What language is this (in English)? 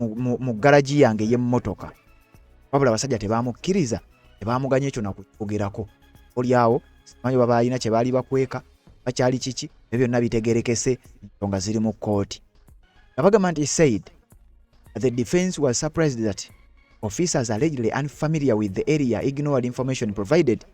Ganda